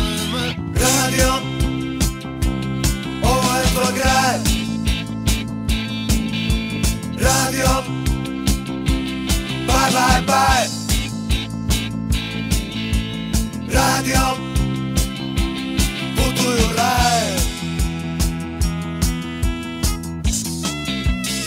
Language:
Croatian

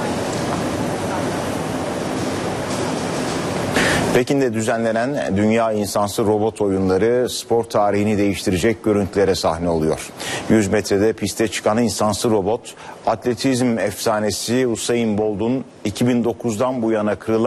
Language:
Turkish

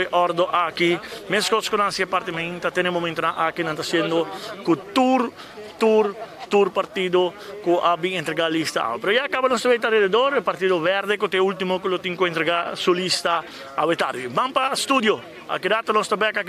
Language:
Papiamento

